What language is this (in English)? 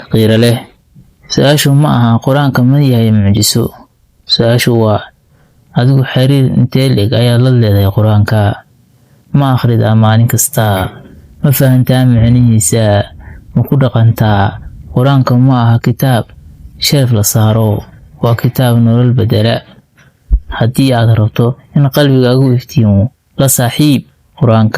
Somali